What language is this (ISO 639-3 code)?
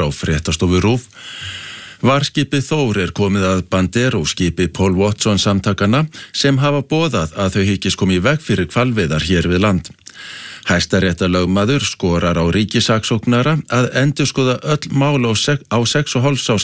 isl